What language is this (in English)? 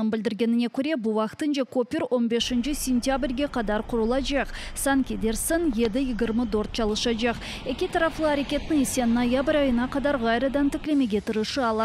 Crimean Tatar